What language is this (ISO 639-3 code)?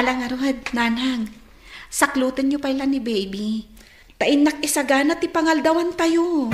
ilo